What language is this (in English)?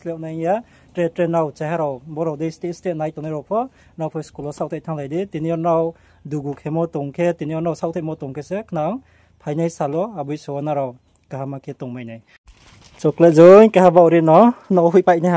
Riang (India)